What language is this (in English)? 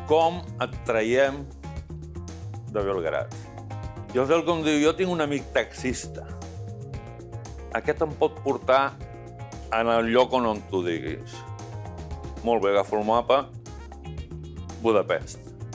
Catalan